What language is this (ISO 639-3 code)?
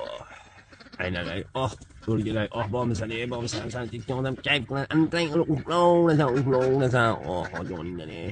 uzb